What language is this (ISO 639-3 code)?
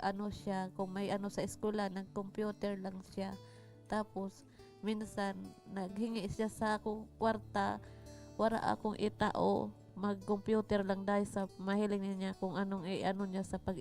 bik